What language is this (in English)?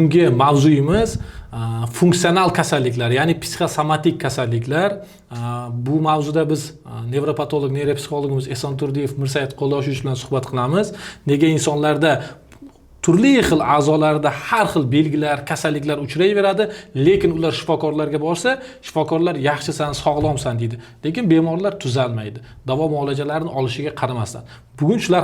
Uzbek